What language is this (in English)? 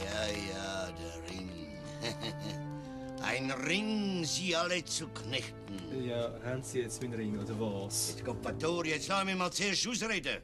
Swiss German